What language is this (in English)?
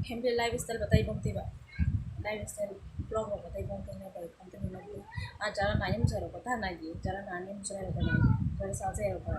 Kok Borok